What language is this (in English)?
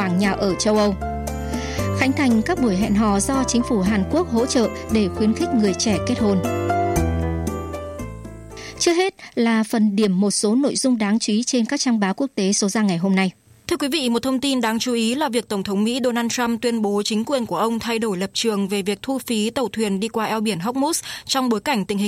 Vietnamese